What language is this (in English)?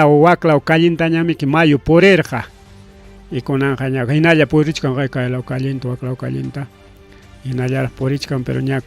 Ayacucho Quechua